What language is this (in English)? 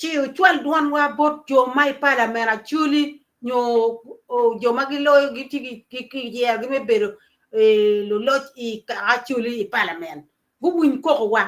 Acoli